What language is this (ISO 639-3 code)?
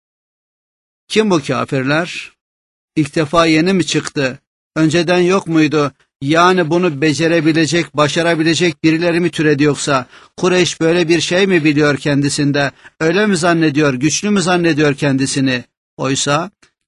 tur